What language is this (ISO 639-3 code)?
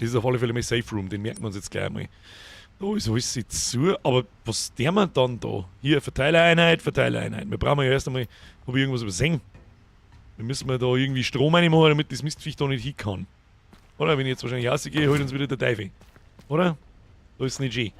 bar